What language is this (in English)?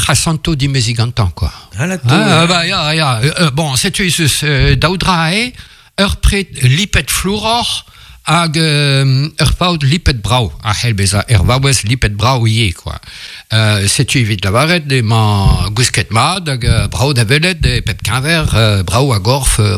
Breton